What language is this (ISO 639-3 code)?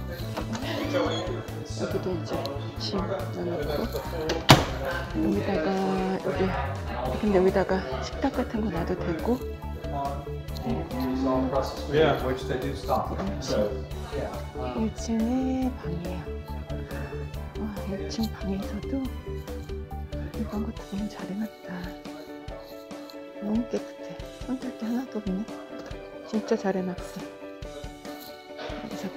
kor